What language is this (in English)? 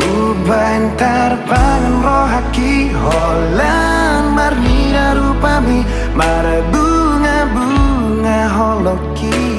Batak Toba